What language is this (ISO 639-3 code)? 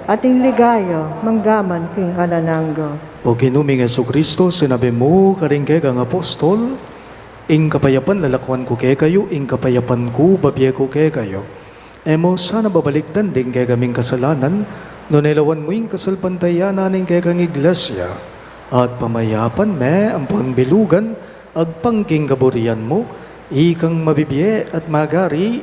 pam